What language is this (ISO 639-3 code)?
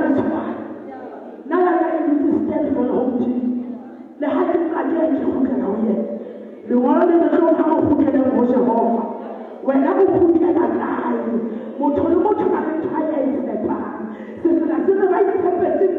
sot